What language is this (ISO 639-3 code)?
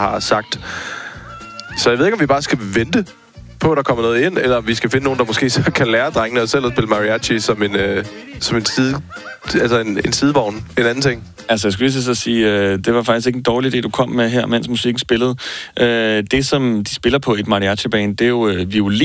dan